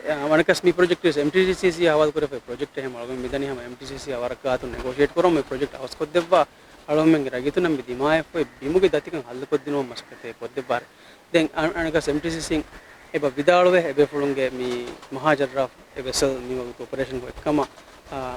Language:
Divehi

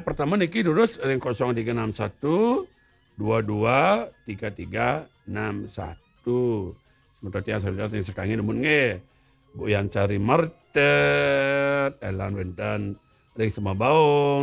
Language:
Balinese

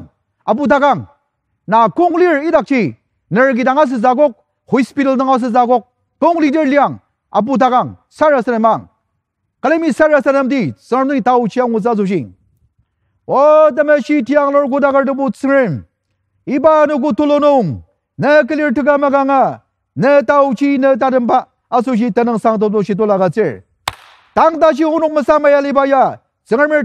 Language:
Ao Naga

